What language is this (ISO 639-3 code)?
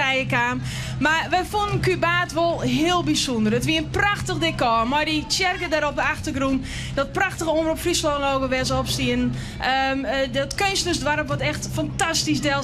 fry